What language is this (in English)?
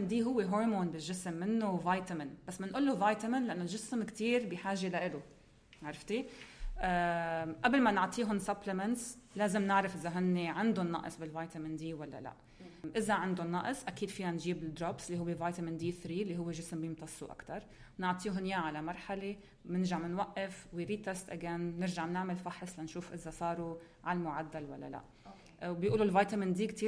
North Levantine Arabic